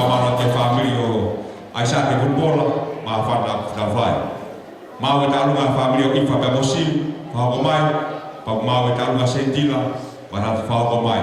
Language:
Tongan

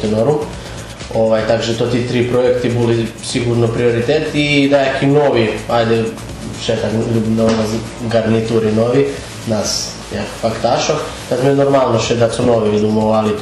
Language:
Rusyn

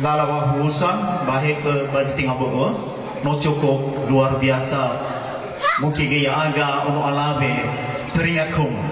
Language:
Nias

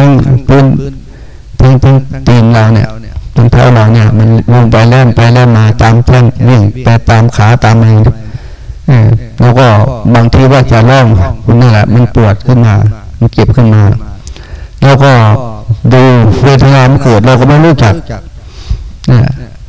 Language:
Thai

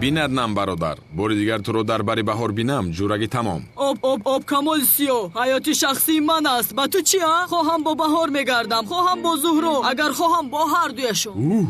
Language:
Tajik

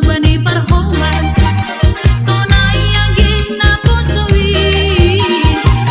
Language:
Batak Simalungun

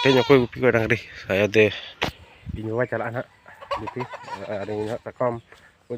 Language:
Santali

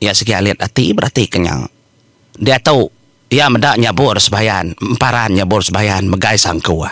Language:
Iban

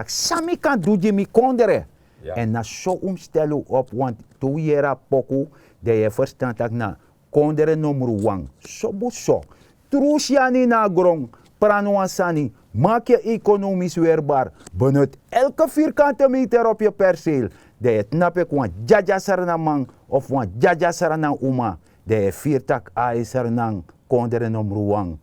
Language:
Sranan Tongo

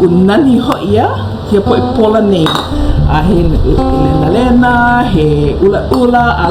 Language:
Hawaiian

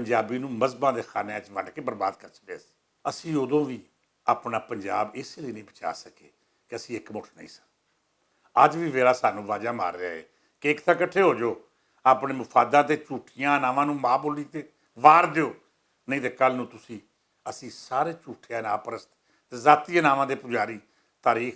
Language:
Western Panjabi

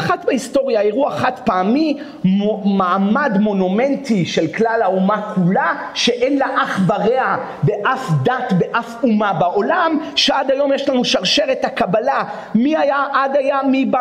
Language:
Hebrew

